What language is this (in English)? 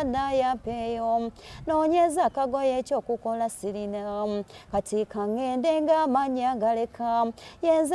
Ganda